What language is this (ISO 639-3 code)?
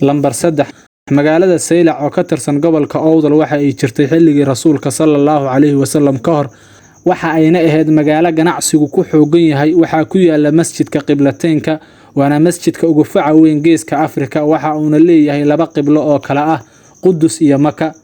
som